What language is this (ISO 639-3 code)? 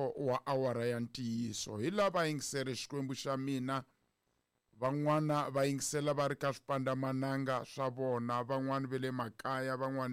tso